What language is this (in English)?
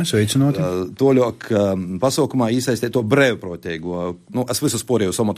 Latvian